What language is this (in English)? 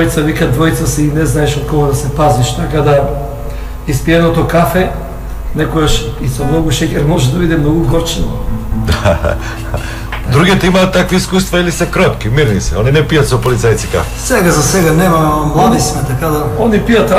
Macedonian